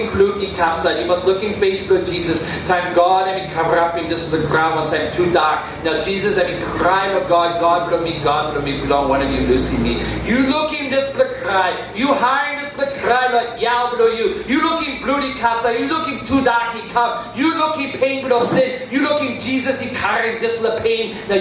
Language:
Tok Pisin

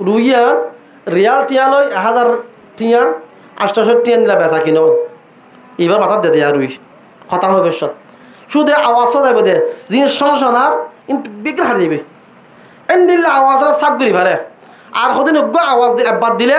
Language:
Rohingya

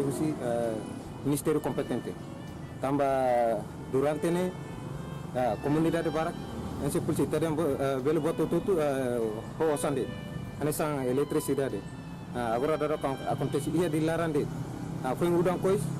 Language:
Tetum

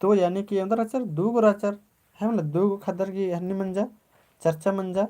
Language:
Kurukh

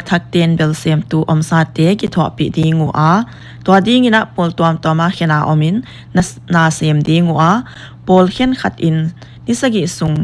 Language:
Paite Chin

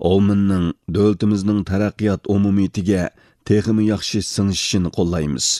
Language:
Uyghur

